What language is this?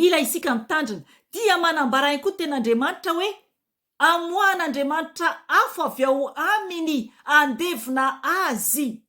Malagasy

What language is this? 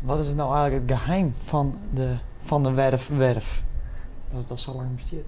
Western Frisian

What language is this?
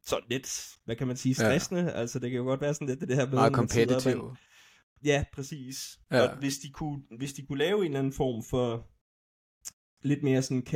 Danish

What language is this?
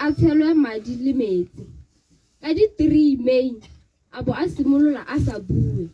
Tswana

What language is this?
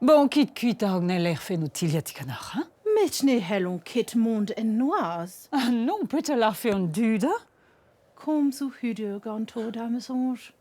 Breton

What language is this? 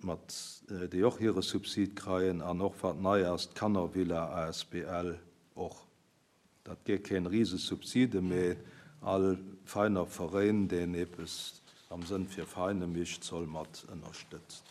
Luxembourgish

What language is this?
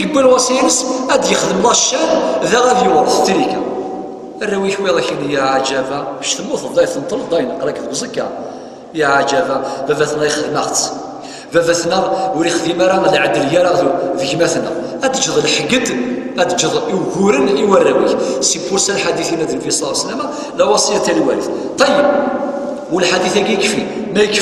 Kabyle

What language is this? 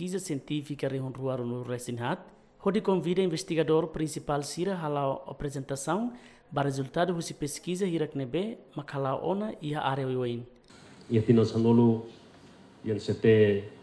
Tetum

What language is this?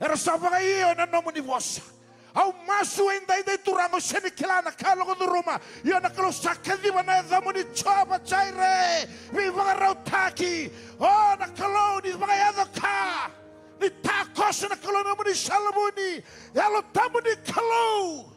Fijian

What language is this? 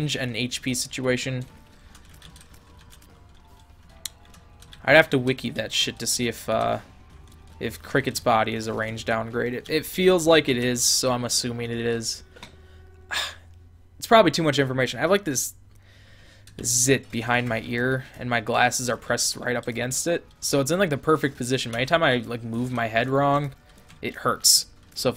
English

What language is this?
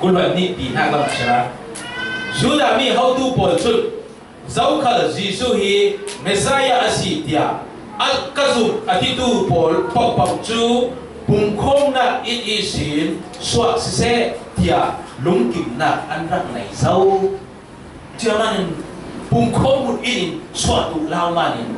Falam Chin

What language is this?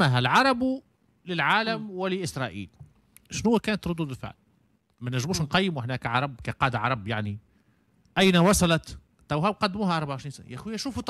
Tunisian Arabic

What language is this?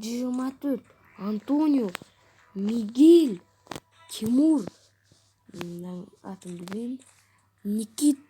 Kazakh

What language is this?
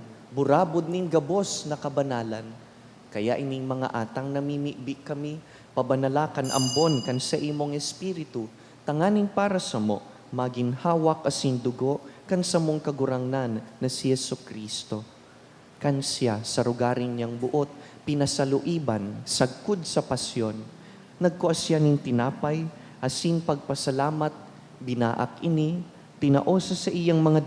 Bikol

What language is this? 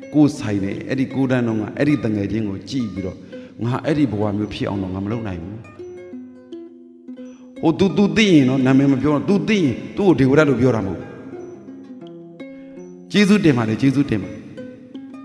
Burmese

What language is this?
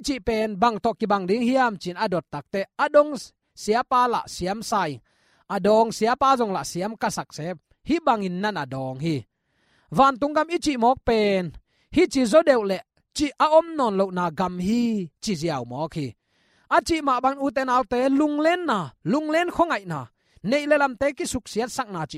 Tedim Chin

